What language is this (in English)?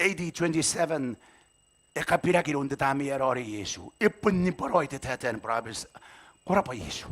Gilbertese